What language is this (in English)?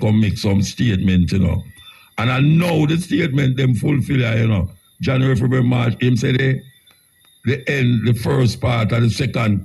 Jamaican Creole English